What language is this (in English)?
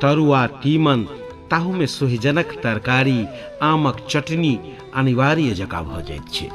Maithili